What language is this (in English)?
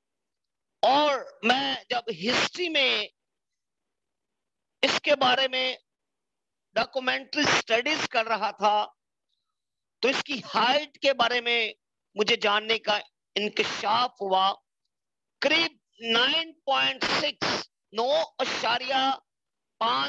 Urdu